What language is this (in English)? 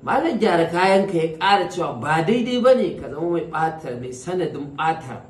Hausa